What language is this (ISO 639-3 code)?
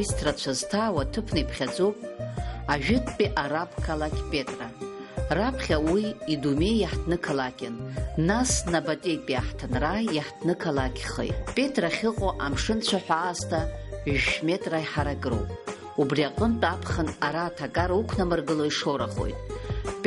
abk